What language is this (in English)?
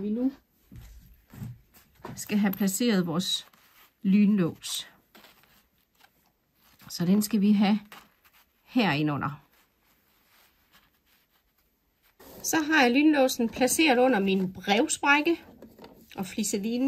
Danish